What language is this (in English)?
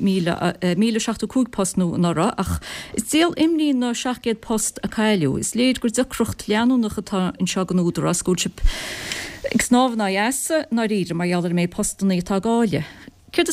Irish